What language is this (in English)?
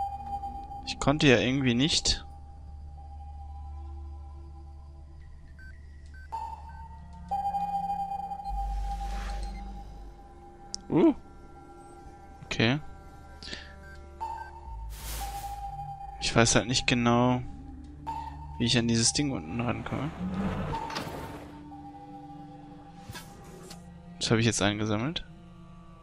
German